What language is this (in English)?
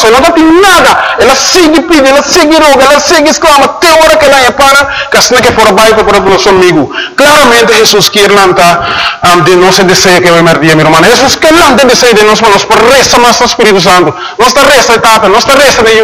Papiamento